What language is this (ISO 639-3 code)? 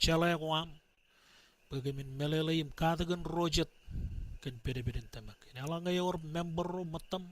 mah